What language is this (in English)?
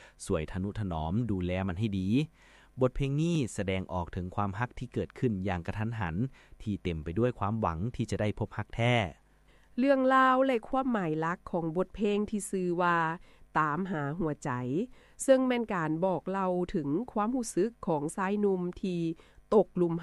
Lao